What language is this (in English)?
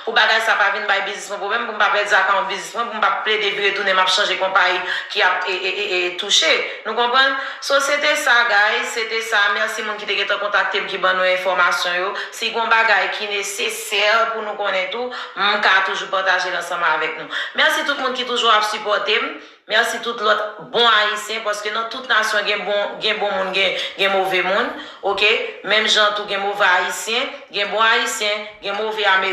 Haitian Creole